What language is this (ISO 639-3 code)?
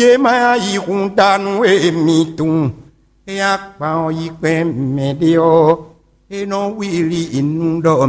fon